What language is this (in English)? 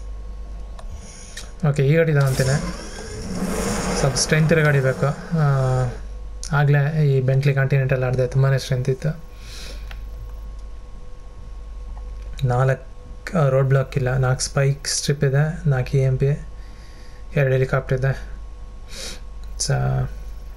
Kannada